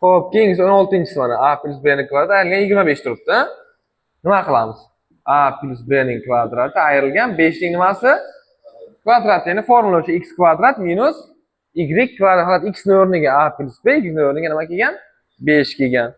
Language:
Uzbek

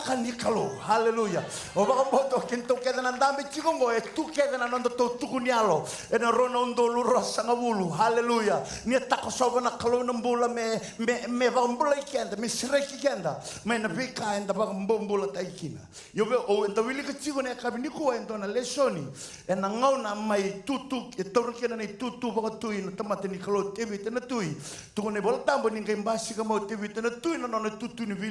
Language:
Fijian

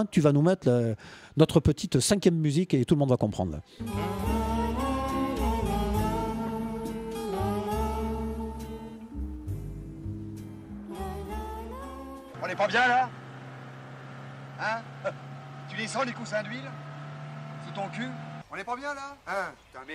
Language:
French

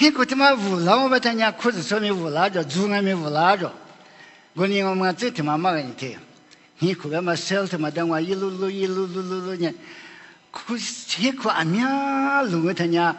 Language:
Lisu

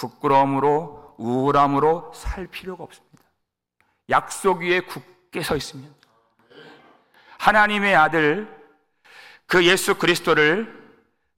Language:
Korean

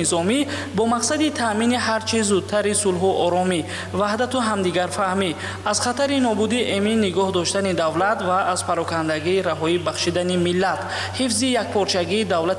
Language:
Tajik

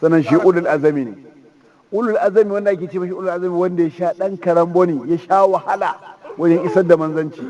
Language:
Hausa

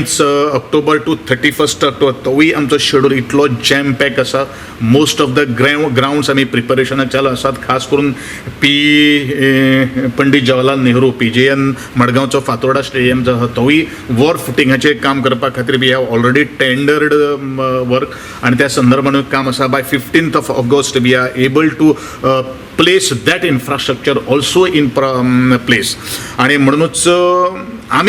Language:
Konkani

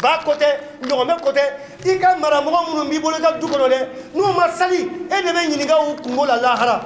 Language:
Bambara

